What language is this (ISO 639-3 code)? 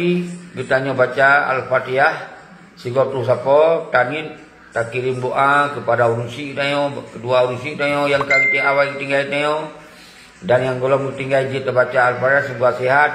ace